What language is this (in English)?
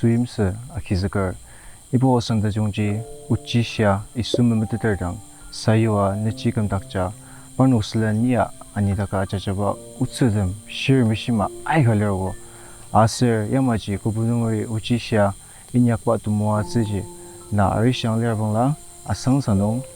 Ao Naga